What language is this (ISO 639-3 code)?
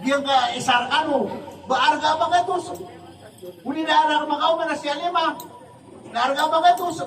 mrw